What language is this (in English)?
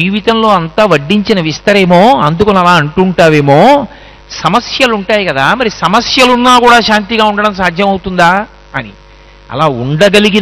Telugu